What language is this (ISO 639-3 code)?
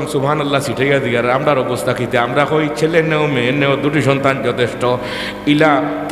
syl